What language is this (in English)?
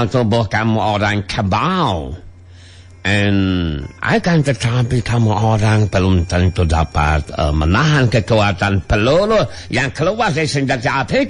Sundanese